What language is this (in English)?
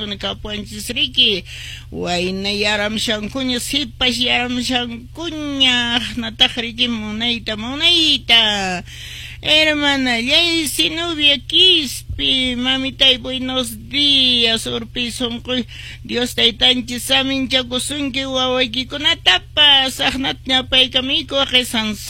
Quechua